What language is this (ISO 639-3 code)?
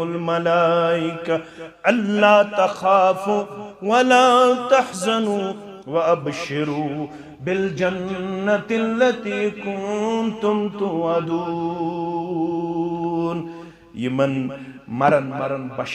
kas